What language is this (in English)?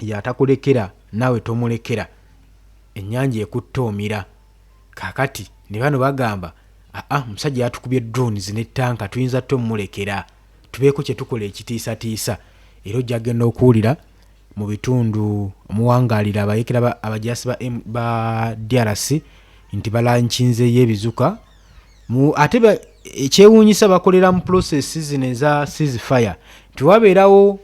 Ganda